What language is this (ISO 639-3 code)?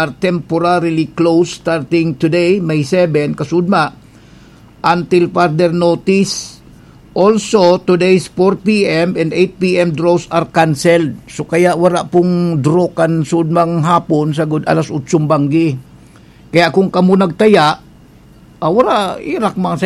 bik